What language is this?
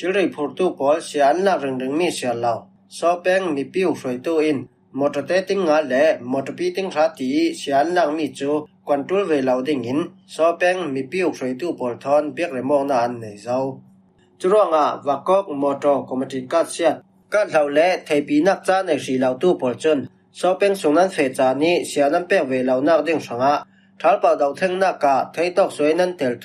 Falam Chin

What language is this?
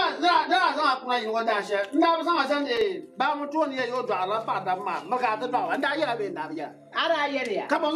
Dagbani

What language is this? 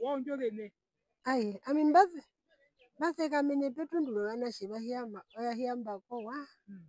Herero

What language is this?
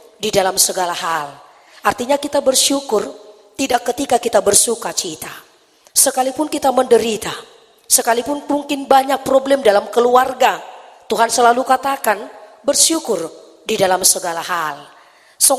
Batak Toba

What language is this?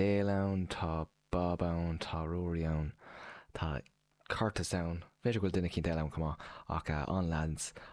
Irish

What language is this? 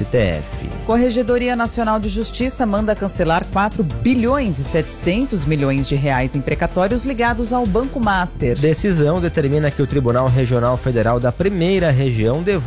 Portuguese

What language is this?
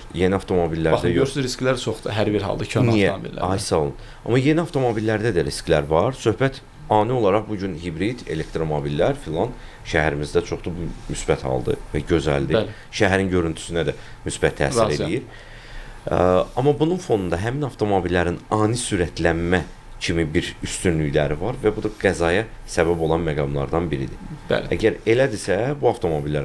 Azerbaijani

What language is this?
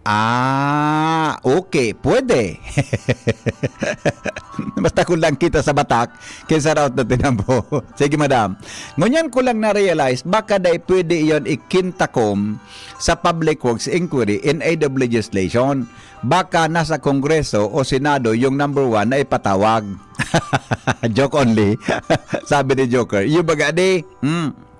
Bikol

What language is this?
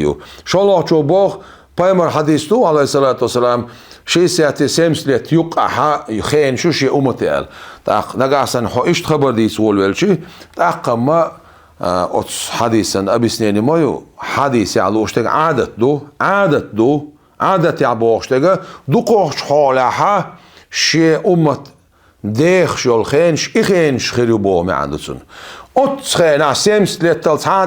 Chechen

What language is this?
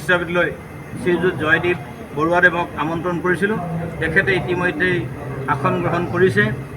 Assamese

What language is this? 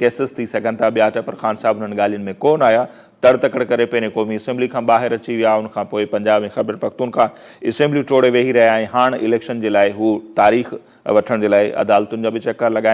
Sindhi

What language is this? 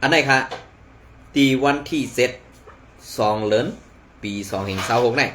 Shan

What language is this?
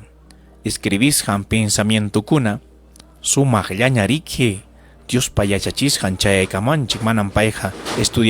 Ayacucho Quechua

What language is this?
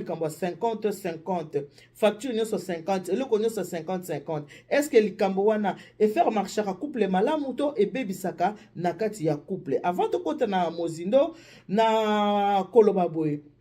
Lingala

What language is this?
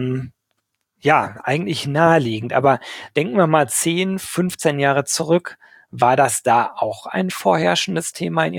German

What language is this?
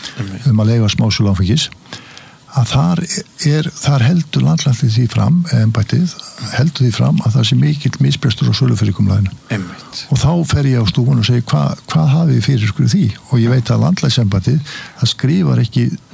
Icelandic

